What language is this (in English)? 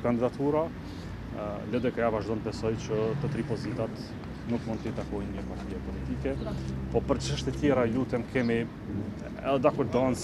Albanian